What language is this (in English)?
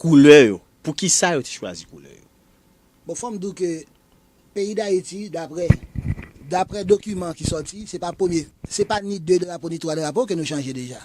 Haitian Creole